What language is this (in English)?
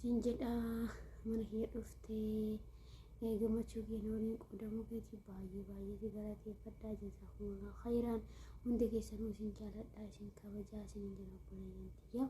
Oromo